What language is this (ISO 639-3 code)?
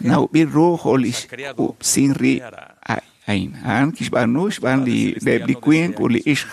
kek